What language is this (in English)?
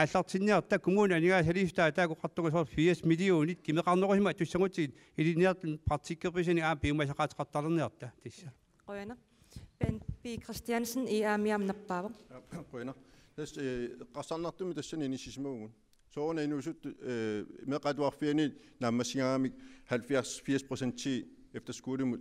Kalaallisut